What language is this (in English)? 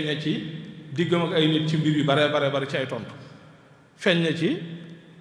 Wolof